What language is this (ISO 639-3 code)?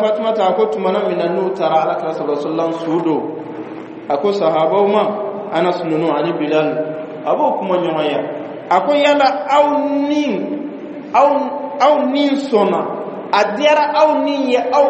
bam